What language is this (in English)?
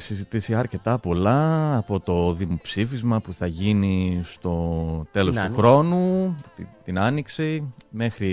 Greek